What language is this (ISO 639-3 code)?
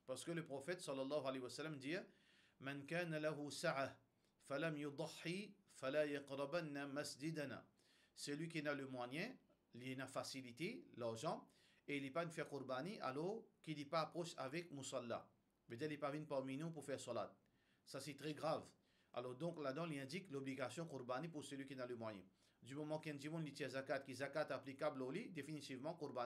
mfe